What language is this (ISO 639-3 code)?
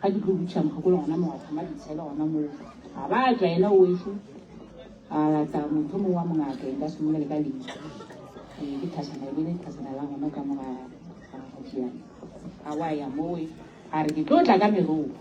nso